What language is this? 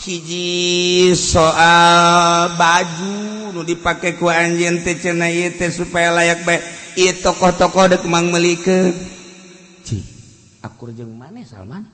Sundanese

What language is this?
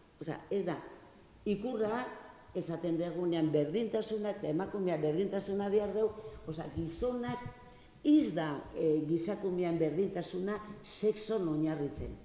Basque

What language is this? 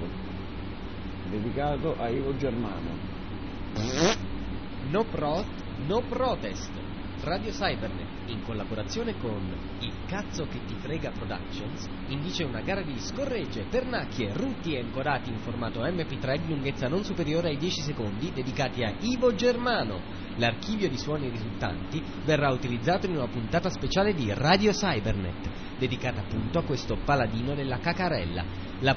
Italian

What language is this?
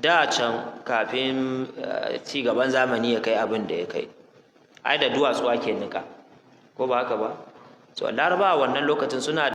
Hausa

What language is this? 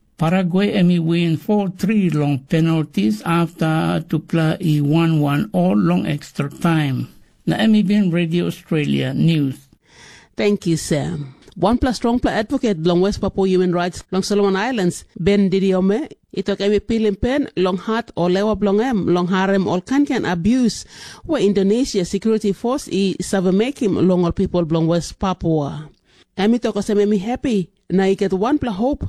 Tok Pisin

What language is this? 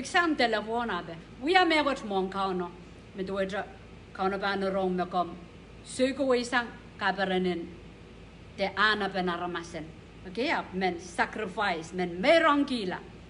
Pohnpeian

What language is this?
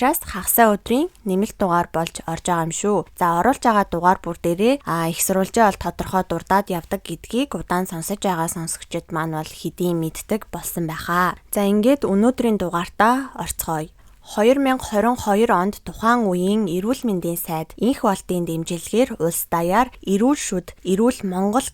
Mongolian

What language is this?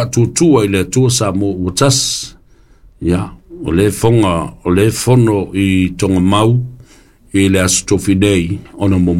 Samoan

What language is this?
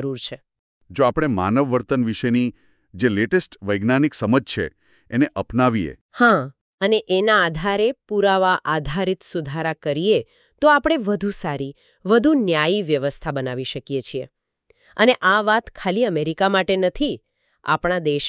Gujarati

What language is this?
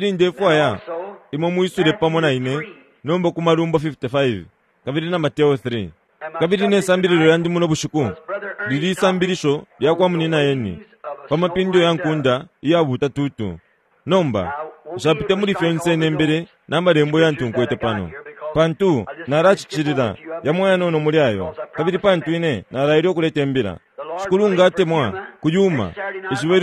Bemba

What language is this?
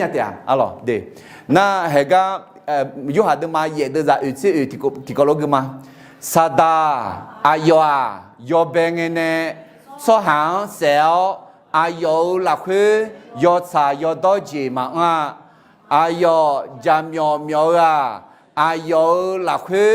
Akha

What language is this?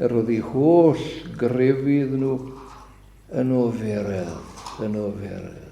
Welsh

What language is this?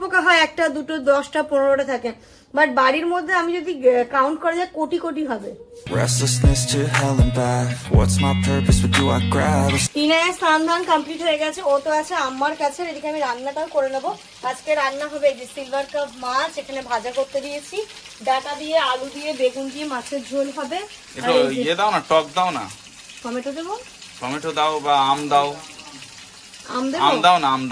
Bangla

